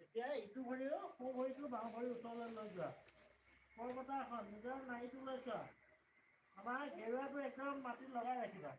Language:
Assamese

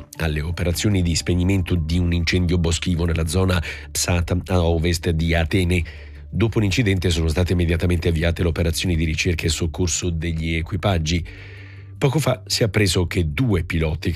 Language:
Italian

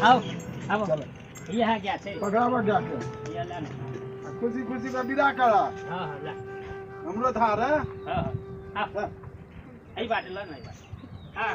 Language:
Maithili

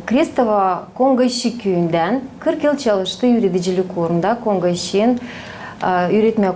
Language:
Gagauz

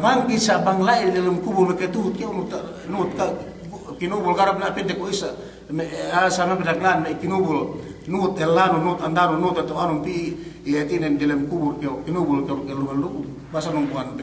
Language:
Yakan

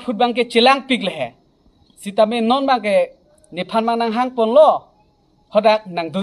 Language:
Karbi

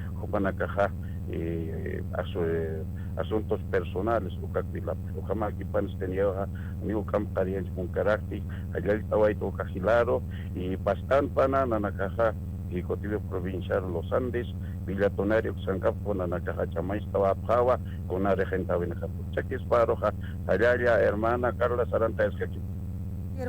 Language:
Aymara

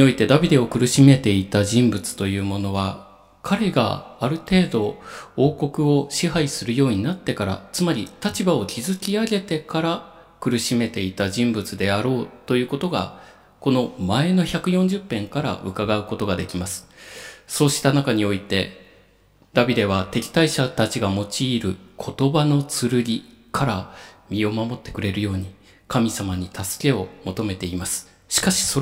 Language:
Japanese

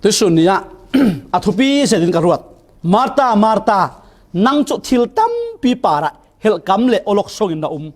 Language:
Falam Chin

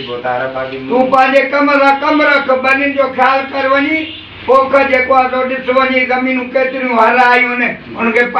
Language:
Sindhi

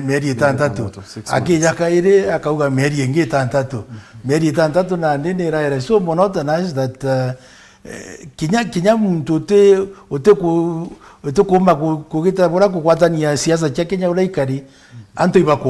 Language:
Meru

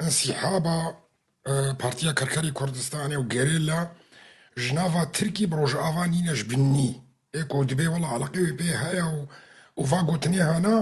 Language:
Kurdish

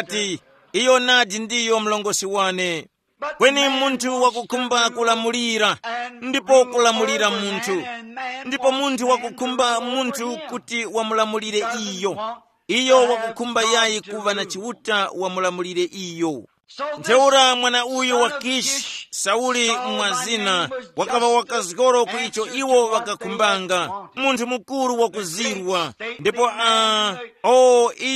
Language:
Tumbuka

